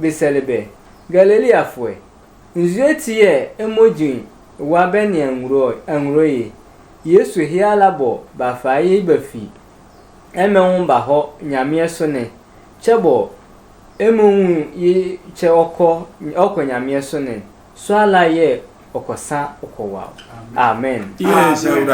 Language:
Sehwi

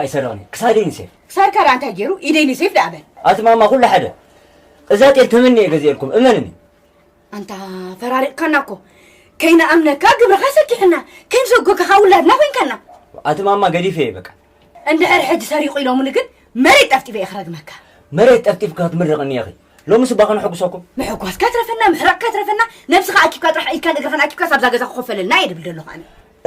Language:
Tigrinya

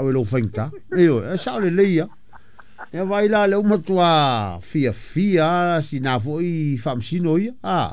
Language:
Samoan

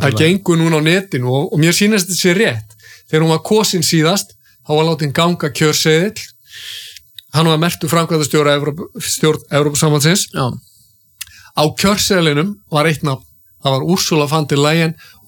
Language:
Icelandic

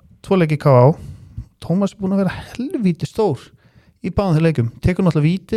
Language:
Icelandic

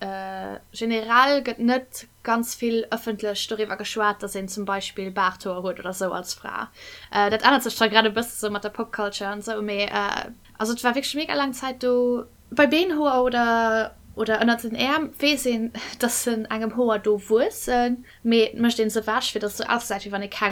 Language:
Luxembourgish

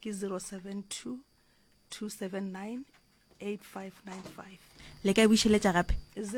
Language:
Northern Sotho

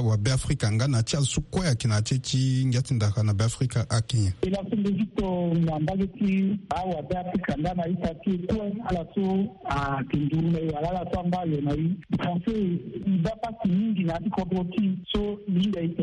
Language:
Sango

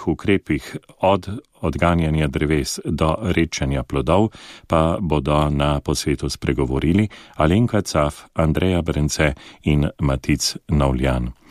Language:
Slovenian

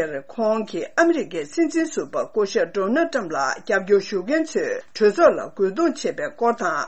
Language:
Tibetan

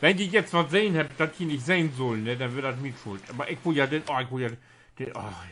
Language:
Low German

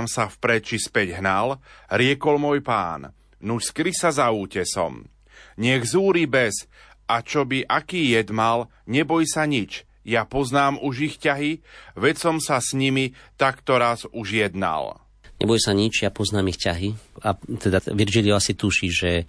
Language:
Slovak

